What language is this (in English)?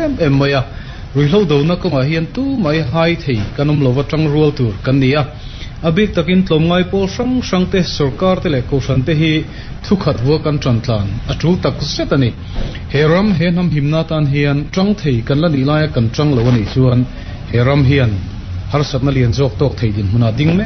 Mizo